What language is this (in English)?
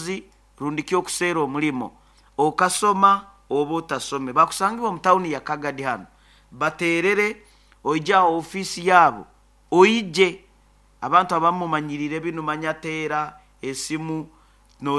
Nyoro